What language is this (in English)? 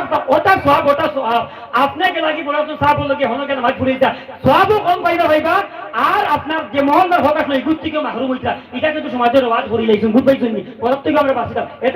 Sylheti